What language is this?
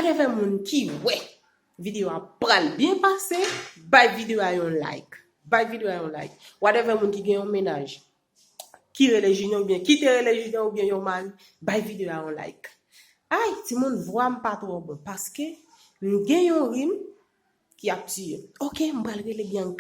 Haitian Creole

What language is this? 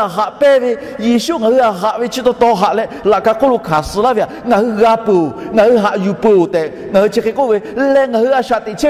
Lahu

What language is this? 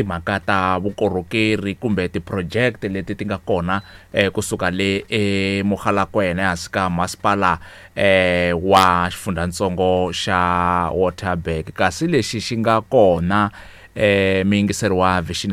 Tsonga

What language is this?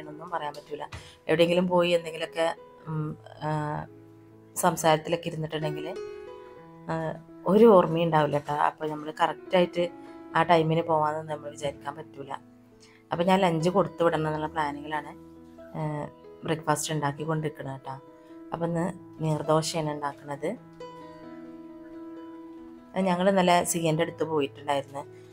Malayalam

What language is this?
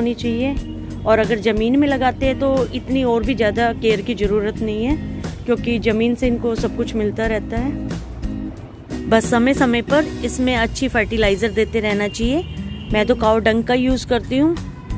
Hindi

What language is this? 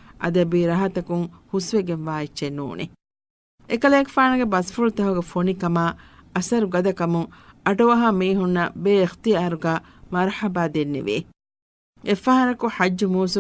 Divehi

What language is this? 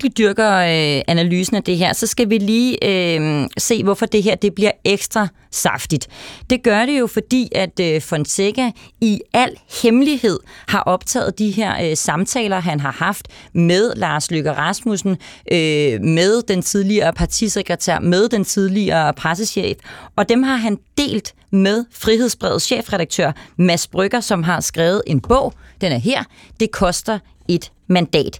Danish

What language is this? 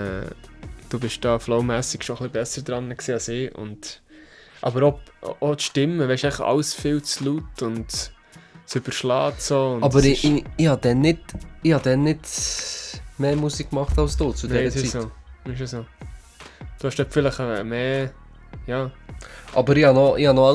Swiss German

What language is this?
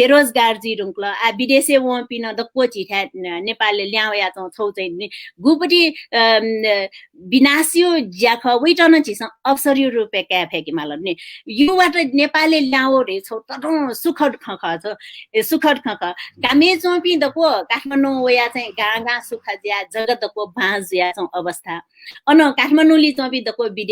Newari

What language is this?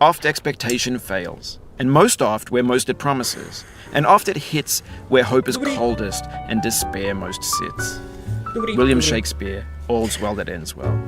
Rusyn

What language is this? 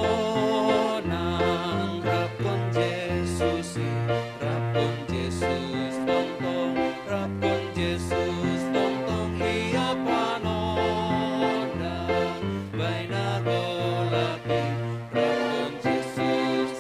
Batak Simalungun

